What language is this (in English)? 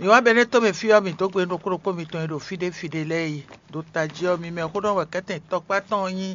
Fon